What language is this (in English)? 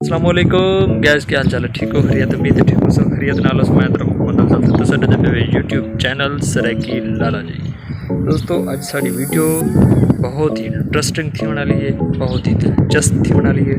Saraiki